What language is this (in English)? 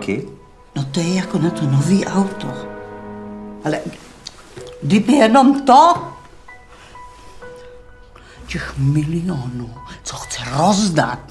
Czech